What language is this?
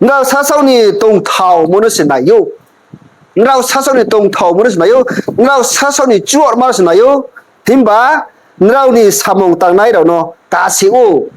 Riang (India)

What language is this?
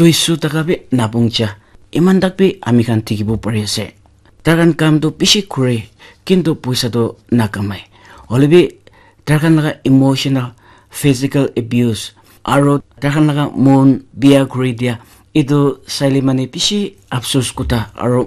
Naga Pidgin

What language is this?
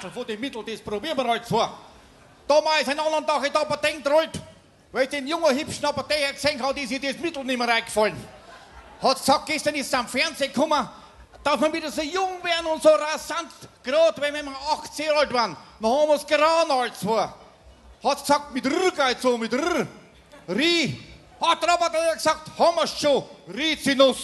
Bavarian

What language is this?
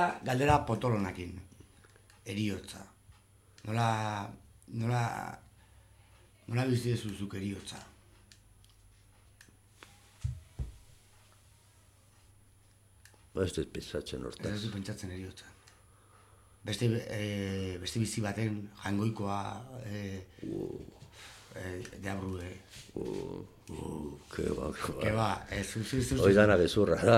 Basque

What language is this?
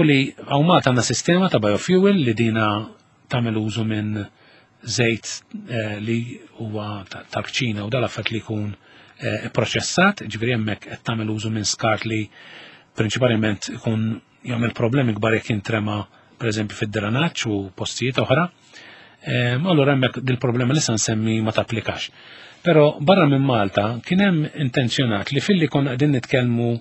Maltese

